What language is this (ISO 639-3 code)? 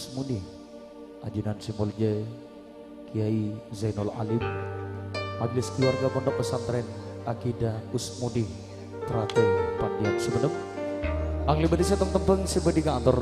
mad